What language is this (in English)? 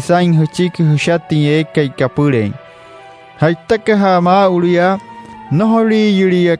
Wayuu